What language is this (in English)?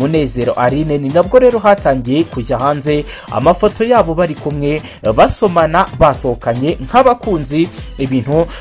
Kinyarwanda